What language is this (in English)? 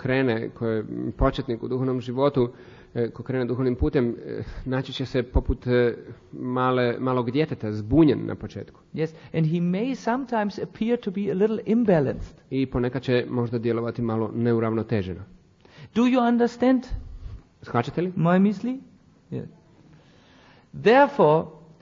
Croatian